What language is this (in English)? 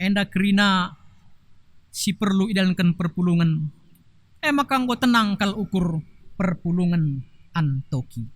Batak Karo